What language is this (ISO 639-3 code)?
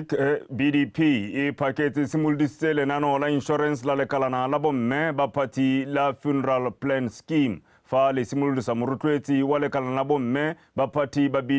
tsn